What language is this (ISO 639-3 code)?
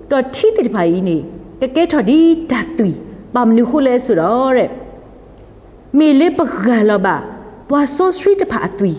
ksw